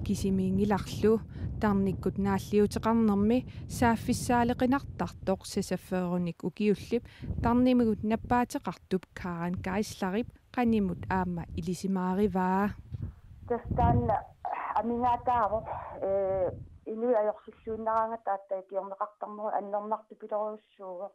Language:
Kalaallisut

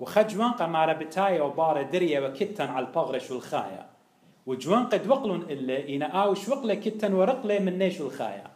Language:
Assyrian Neo-Aramaic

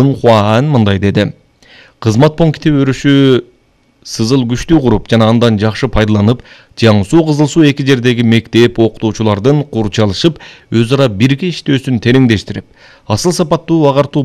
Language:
Kyrgyz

